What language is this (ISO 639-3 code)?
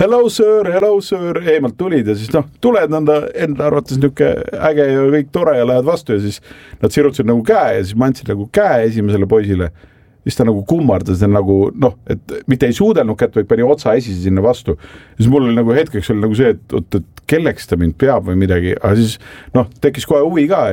est